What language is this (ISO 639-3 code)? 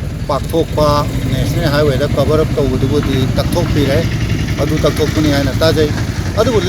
mni